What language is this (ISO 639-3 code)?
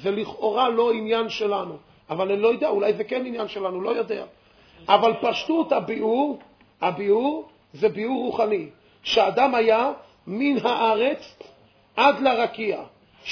heb